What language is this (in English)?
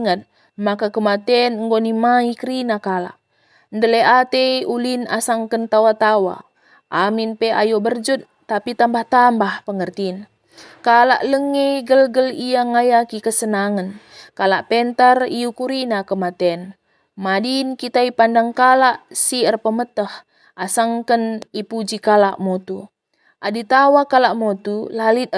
Batak Karo